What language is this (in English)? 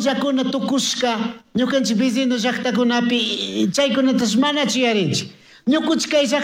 Chimborazo Highland Quichua